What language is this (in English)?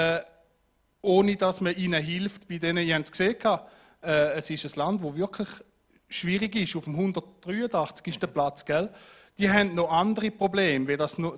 Swiss German